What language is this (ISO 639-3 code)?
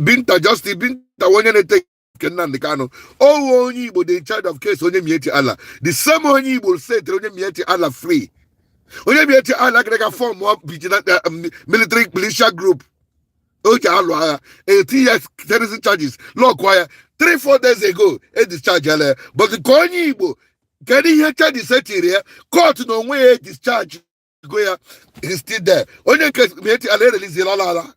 ibo